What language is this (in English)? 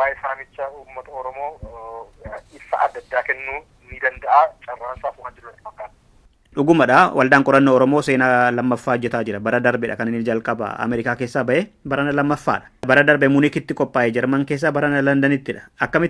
Oromo